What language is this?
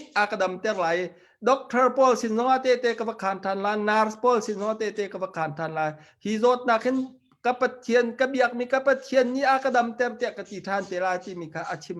Hakha Chin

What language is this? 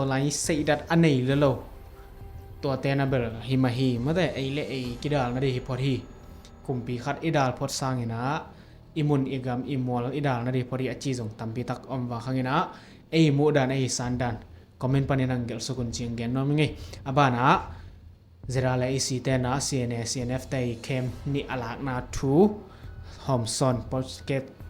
Tedim Chin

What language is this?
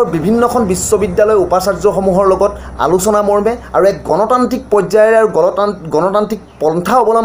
Assamese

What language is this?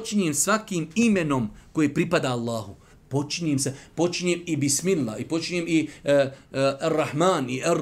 Bosnian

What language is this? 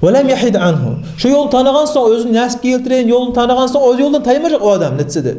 Kumyk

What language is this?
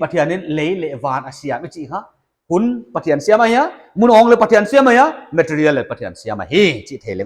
Paite Chin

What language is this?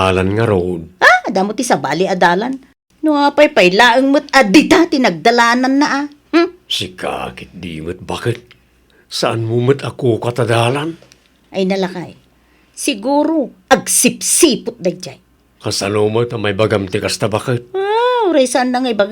Iloko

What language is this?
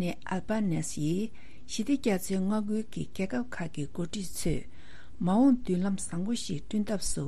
Tibetan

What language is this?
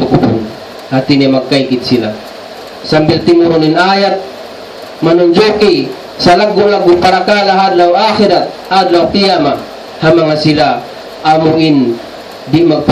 Tausug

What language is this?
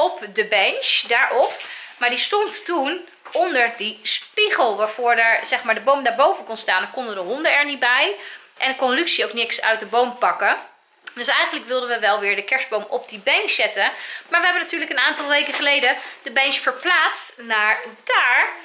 Dutch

